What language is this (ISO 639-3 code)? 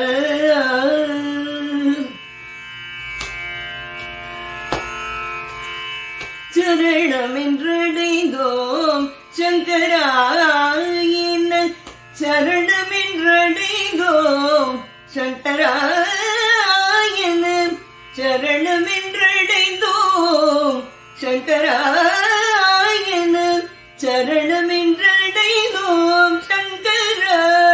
tam